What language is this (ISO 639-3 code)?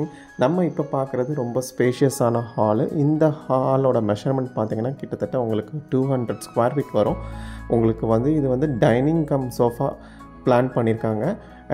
tam